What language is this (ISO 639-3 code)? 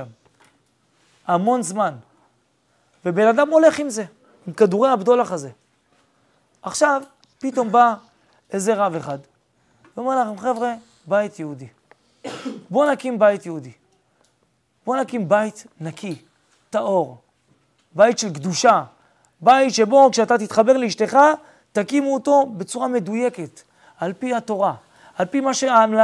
heb